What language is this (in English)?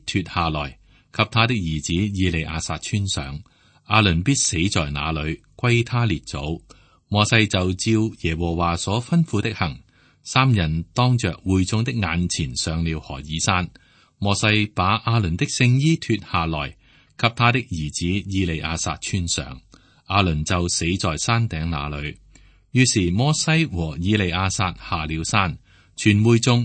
Cantonese